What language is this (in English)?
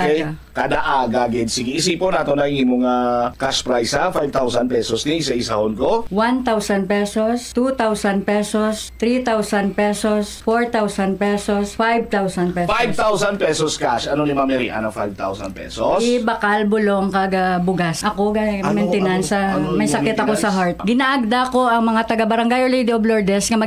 Hiligaynon